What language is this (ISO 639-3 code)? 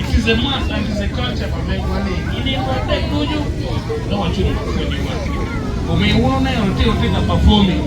ach